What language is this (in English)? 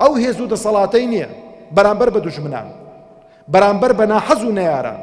Central Kurdish